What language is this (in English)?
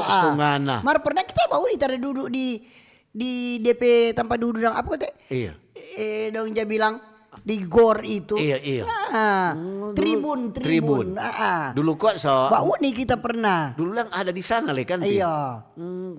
Manado Malay